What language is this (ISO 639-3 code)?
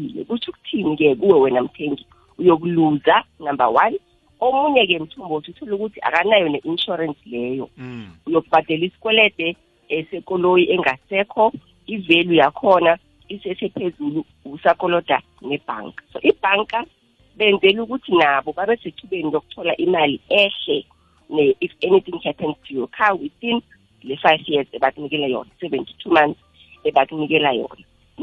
nbl